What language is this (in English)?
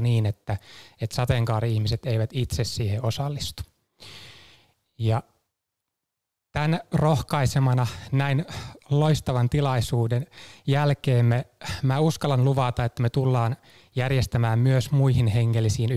Finnish